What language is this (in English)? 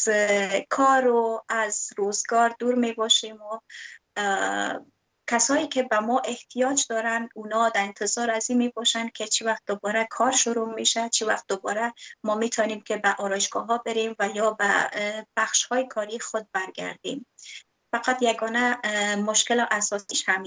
Persian